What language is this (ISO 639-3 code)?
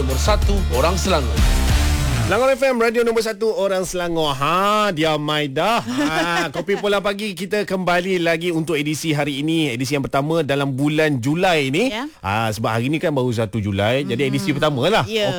msa